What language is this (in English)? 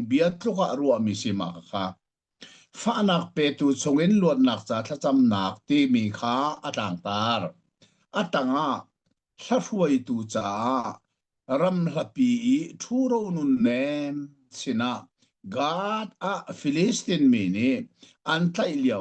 Hakha Chin